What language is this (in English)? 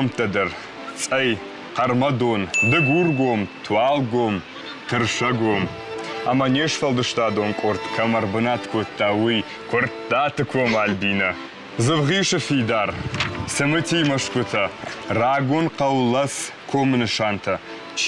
Ossetic